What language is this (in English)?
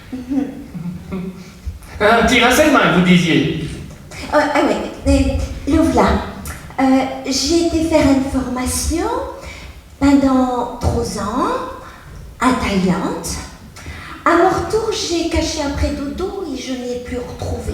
Picard